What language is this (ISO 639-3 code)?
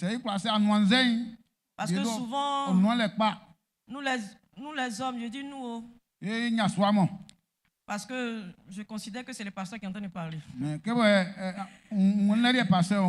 bci